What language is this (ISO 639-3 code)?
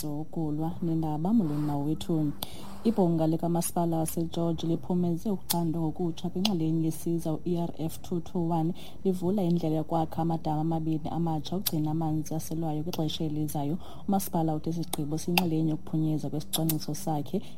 xho